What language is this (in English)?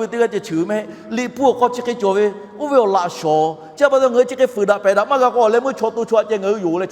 Lahu